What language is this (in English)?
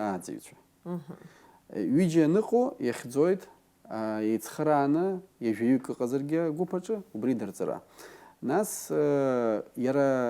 Abkhazian